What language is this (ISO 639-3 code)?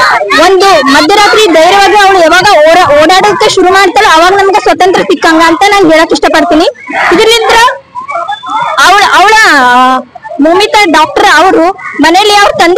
kan